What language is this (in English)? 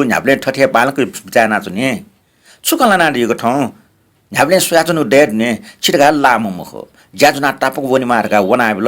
Newari